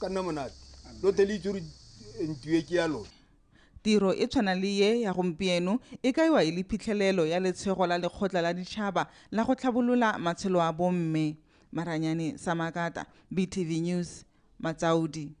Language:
Tswana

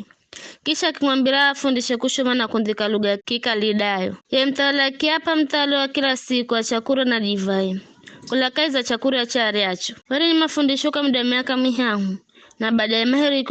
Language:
Giryama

